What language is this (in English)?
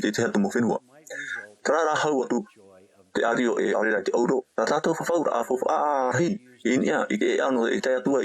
Tahitian